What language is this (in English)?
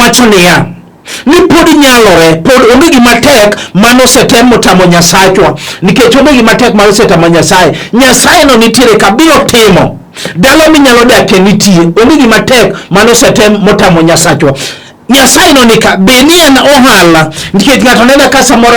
Luo (Kenya and Tanzania)